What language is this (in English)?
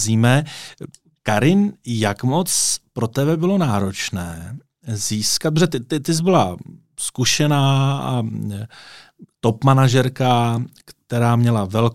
Czech